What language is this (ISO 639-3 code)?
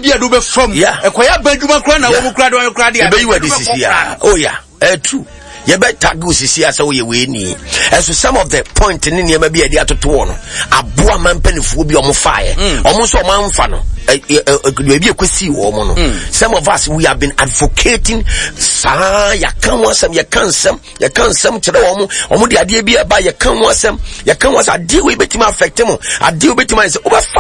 aka